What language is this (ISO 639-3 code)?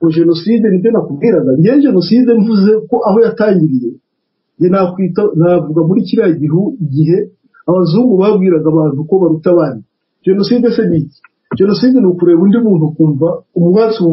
kin